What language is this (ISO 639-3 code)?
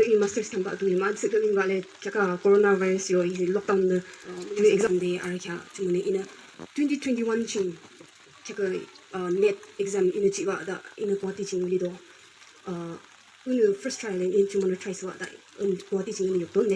yim